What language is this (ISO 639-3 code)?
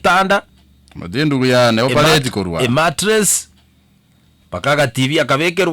guz